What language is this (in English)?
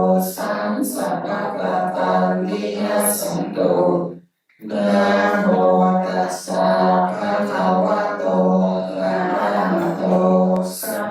Pali